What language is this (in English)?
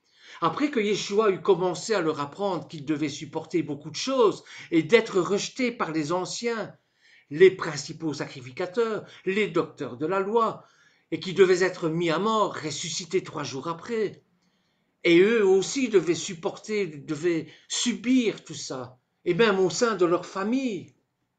French